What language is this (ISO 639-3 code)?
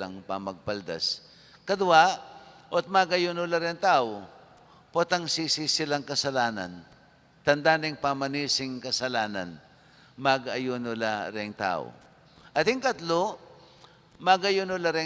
pam